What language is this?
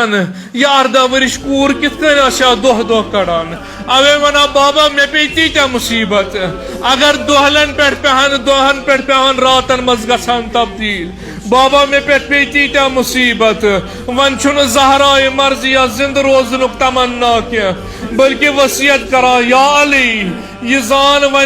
Kashmiri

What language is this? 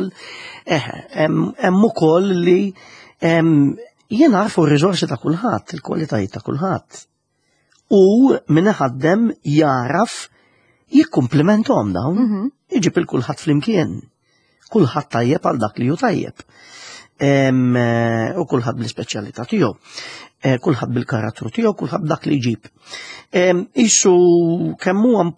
Maltese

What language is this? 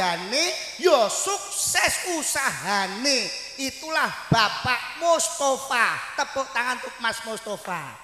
Javanese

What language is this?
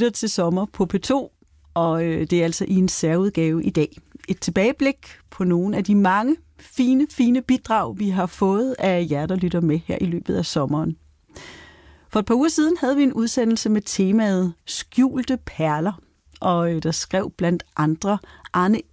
Danish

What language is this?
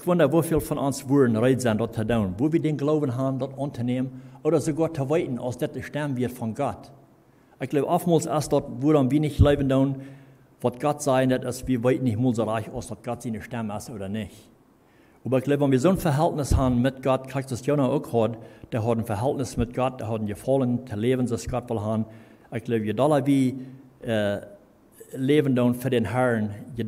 Plautdietsch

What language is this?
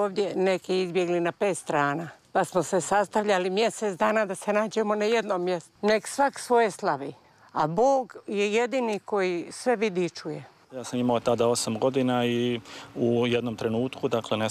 Serbian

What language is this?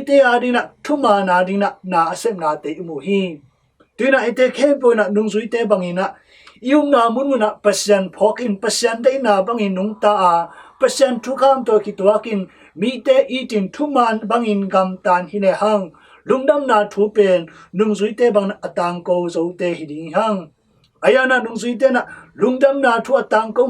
Tedim Chin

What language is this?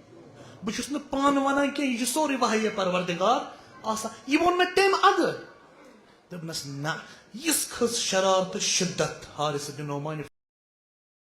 Kashmiri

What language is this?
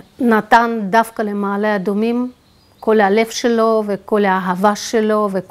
Hebrew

